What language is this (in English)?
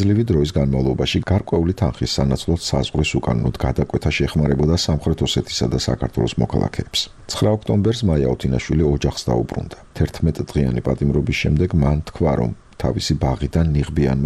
Georgian